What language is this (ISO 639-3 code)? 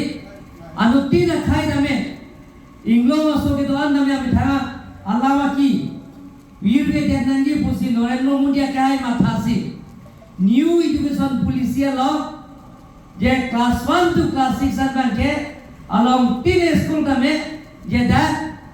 mjw